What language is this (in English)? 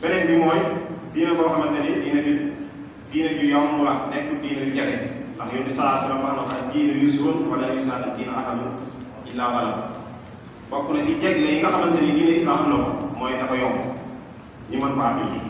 Wolof